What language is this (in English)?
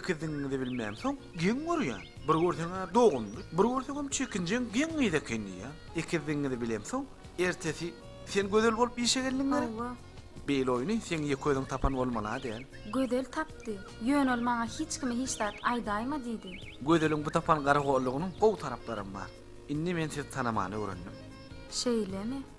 Turkmen